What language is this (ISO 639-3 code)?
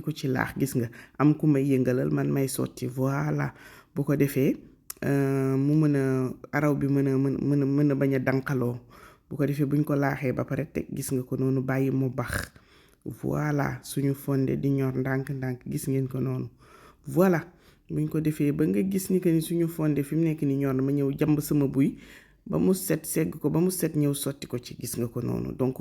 wol